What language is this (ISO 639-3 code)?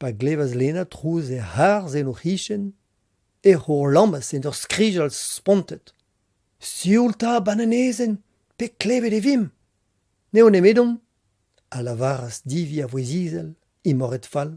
bre